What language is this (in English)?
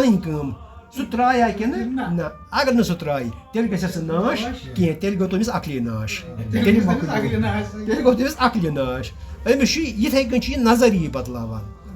Kashmiri